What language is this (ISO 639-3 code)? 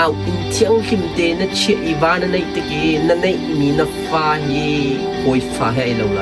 cnh